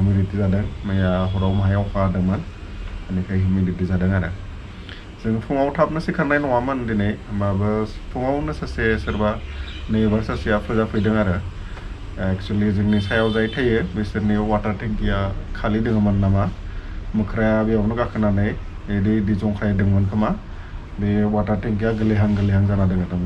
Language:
Bodo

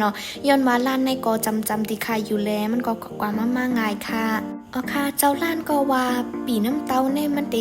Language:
Shan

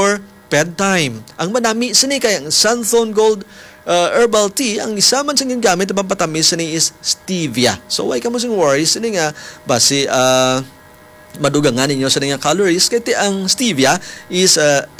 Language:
Hiligaynon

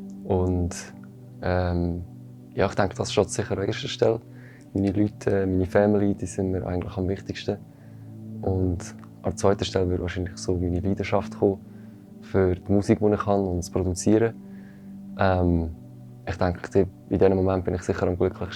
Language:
Swiss German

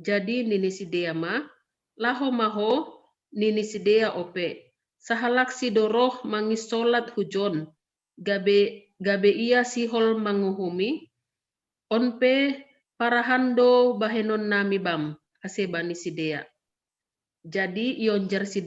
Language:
Batak Simalungun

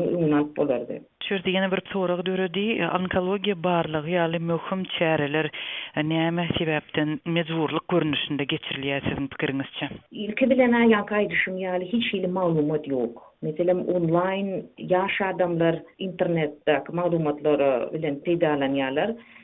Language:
Turkmen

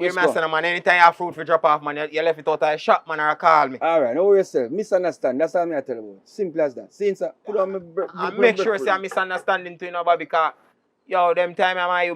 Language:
Jamaican Creole English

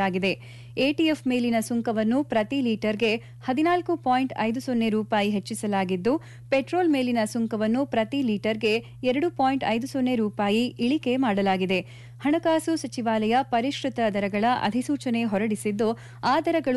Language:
Kannada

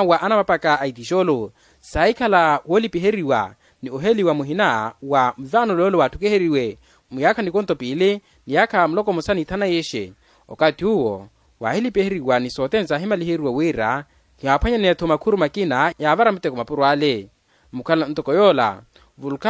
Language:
Makhuwa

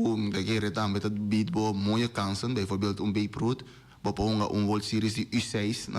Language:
Papiamento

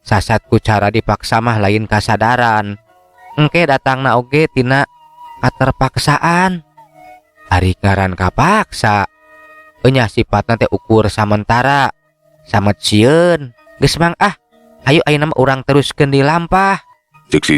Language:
Sundanese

